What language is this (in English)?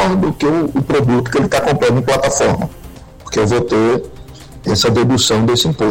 Portuguese